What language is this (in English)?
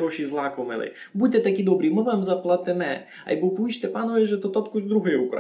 Rusyn